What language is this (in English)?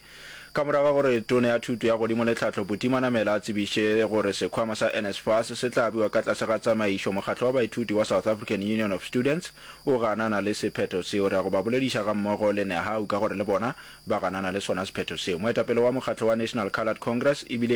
Northern Sotho